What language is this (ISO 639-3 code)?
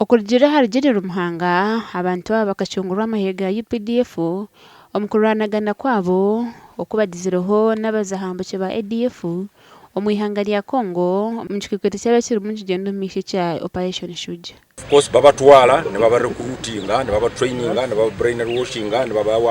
nyn